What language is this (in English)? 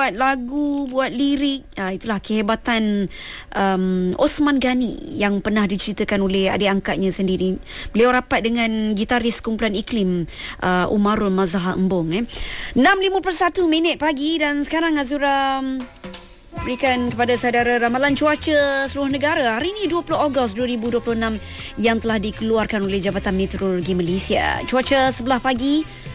Malay